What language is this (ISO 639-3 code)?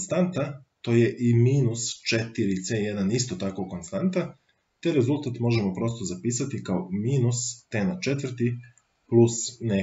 srp